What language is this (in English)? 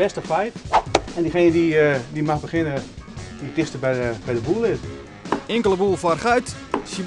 Western Frisian